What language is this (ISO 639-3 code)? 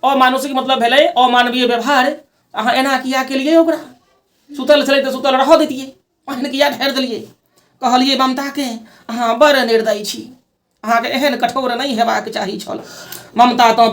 mai